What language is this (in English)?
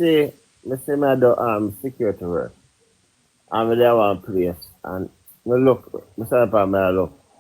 Jamaican Creole English